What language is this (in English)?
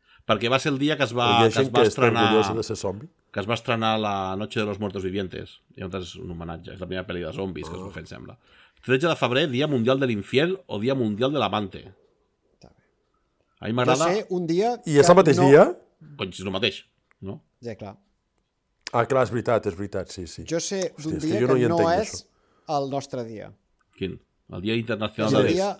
Catalan